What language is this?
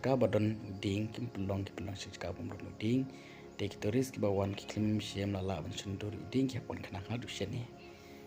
Khasi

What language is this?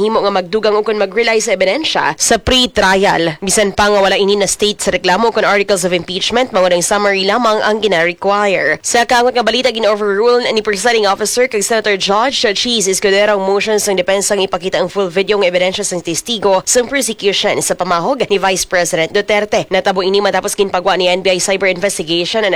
Hiligaynon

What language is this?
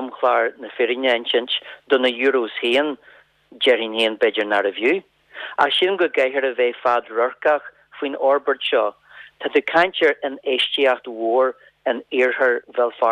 Irish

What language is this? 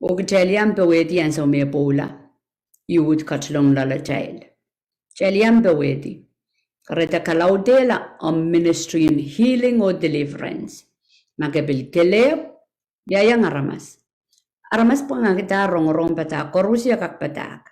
Pohnpeian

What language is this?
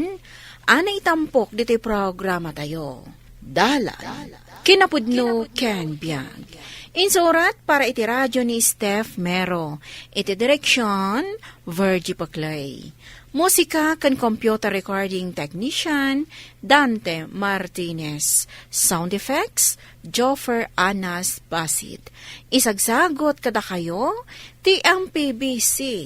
Iloko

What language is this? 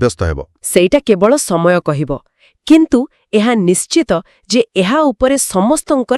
Odia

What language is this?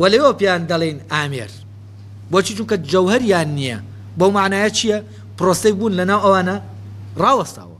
Central Kurdish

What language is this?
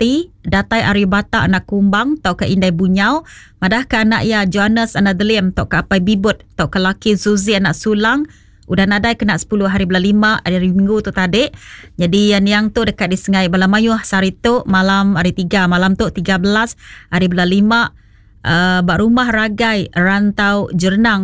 Iban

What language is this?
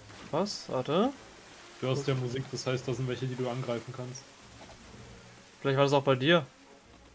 German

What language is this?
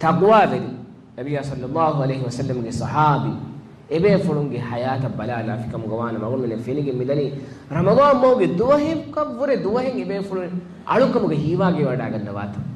Divehi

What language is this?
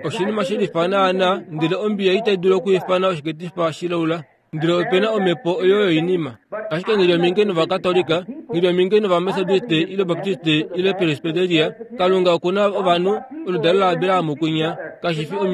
Kuanyama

